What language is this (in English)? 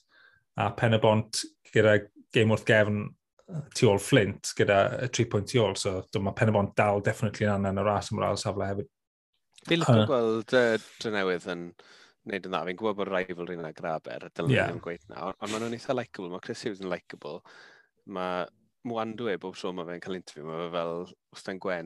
Welsh